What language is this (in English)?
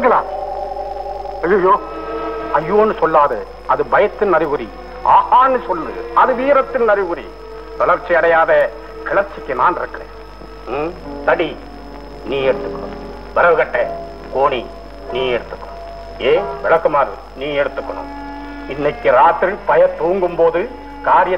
Tamil